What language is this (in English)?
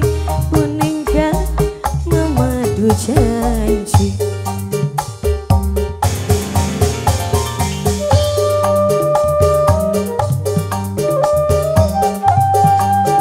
Indonesian